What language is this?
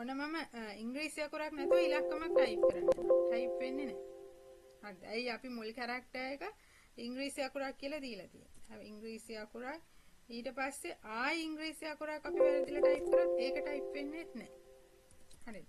Sinhala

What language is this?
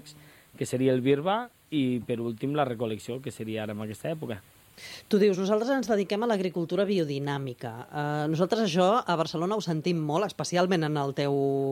Catalan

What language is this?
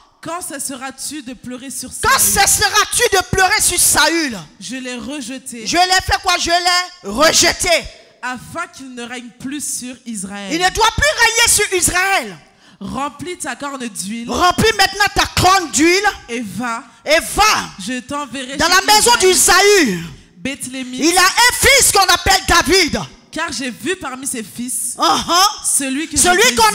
French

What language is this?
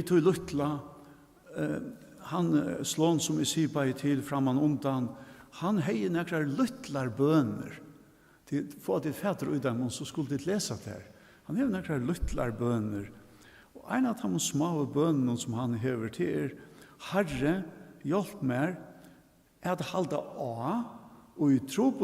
Faroese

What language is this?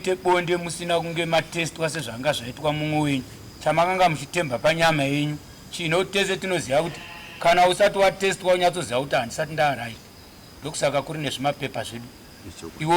Shona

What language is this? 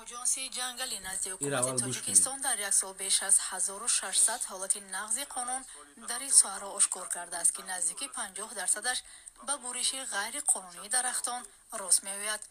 Tajik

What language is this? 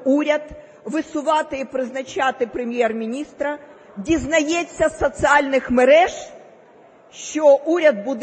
Ukrainian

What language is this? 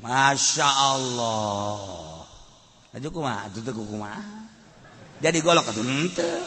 Sundanese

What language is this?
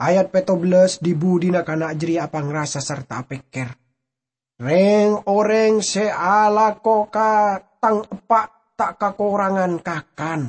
Madurese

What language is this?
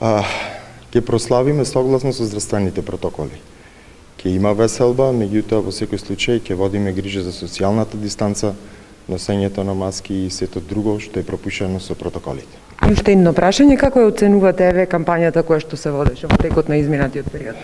Macedonian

